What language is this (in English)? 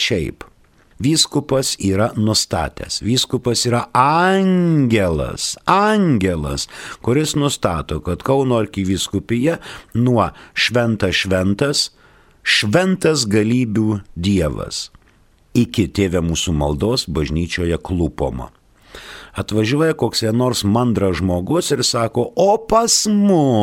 Lithuanian